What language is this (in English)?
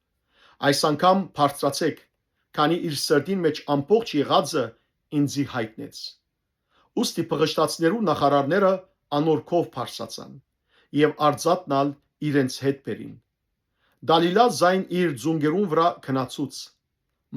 Western Armenian